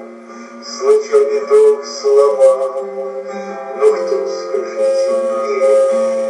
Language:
Russian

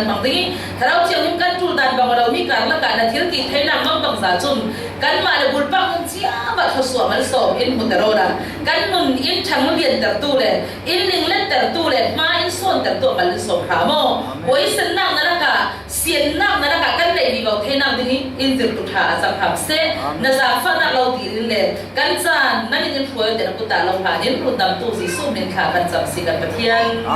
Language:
Falam Chin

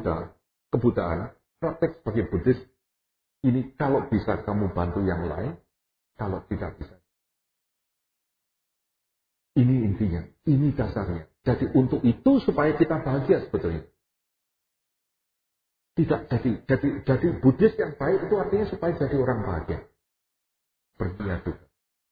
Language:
Indonesian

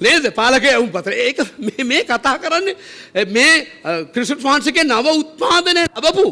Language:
Sinhala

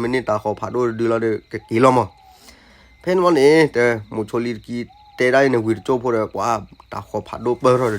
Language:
S'gaw Karen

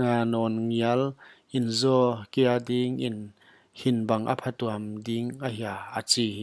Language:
Paite Chin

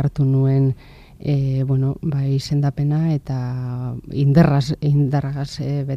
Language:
Basque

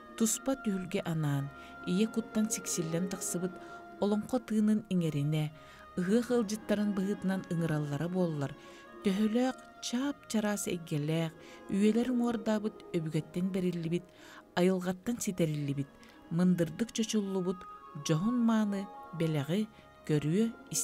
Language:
Yakut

